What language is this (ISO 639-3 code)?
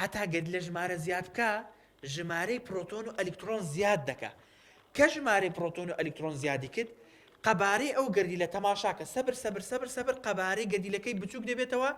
ckb